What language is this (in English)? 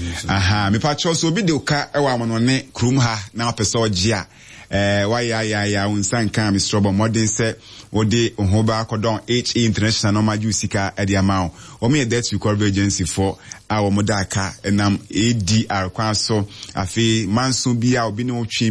Akan